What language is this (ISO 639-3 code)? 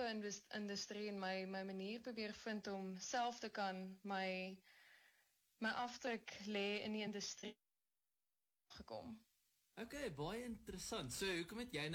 afr